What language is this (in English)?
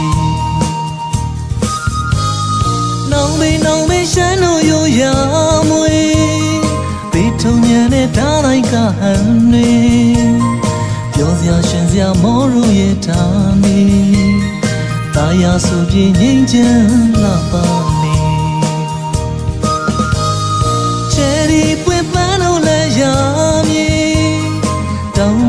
Burmese